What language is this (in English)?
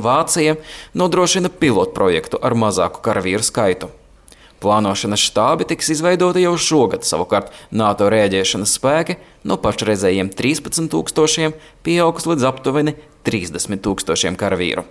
Latvian